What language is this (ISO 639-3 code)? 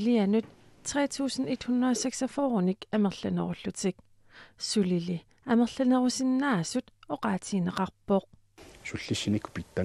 kal